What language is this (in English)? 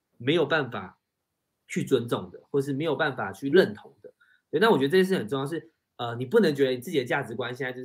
Chinese